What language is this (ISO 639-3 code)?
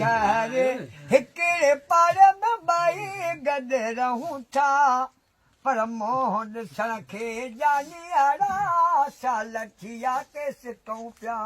snd